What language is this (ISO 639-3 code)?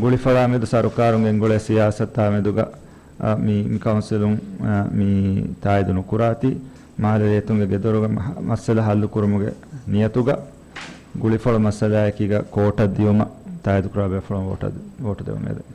div